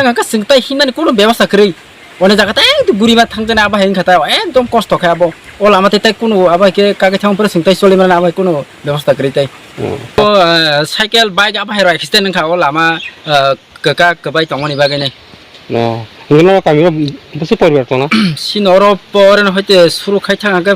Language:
Kok Borok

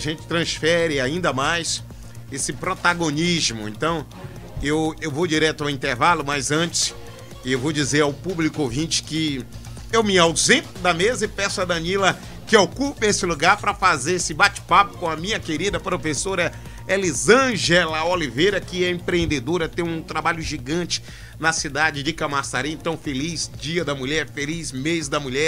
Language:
Portuguese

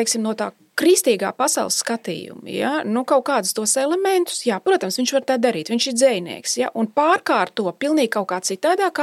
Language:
Latvian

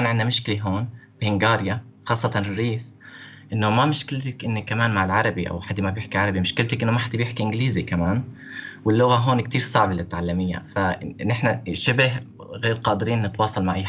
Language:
North Levantine Arabic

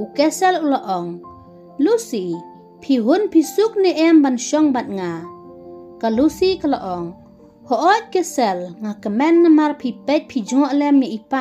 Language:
Khasi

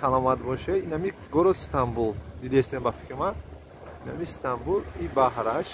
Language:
Tajik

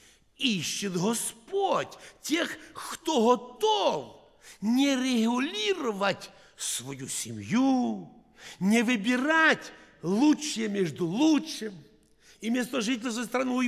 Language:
Russian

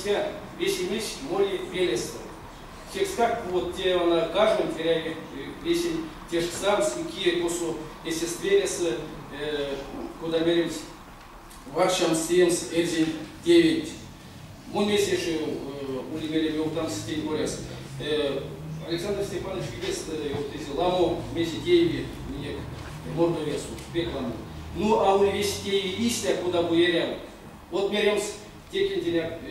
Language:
Erzya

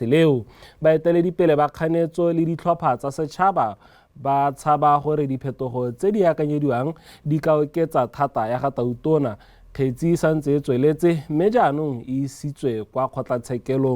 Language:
Tswana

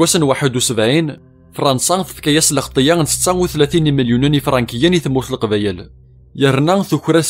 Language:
Kabyle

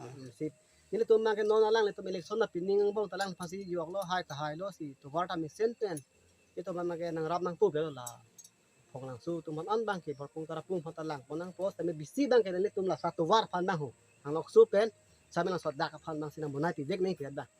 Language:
Karbi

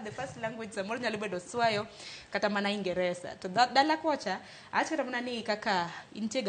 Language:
Luo (Kenya and Tanzania)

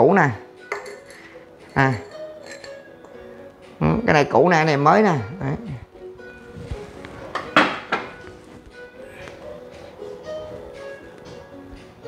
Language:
Vietnamese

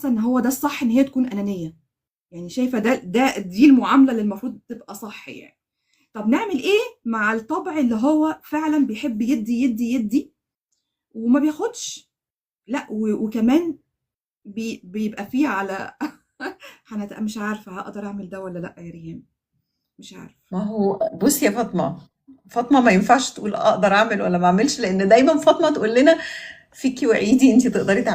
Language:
Egyptian Arabic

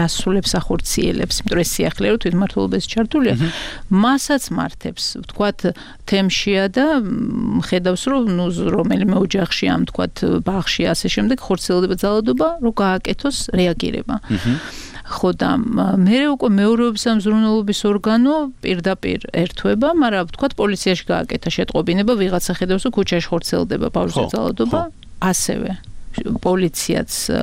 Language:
Georgian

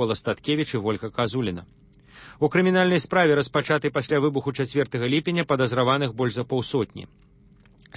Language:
Belarusian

